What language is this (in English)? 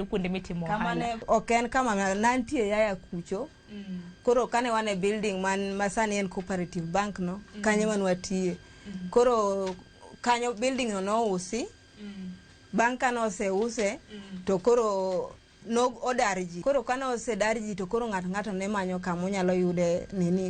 Luo (Kenya and Tanzania)